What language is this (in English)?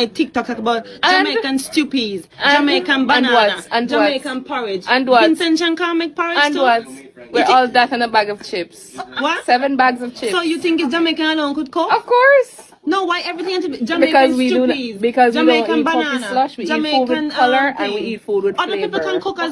Jamaican Creole English